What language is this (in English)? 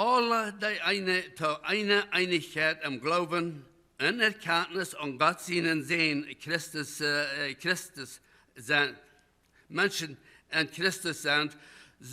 Plautdietsch